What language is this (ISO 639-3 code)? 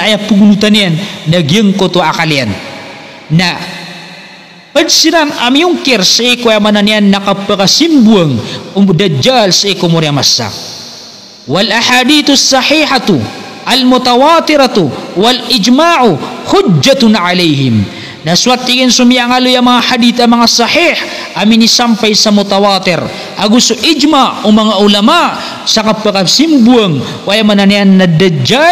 mrw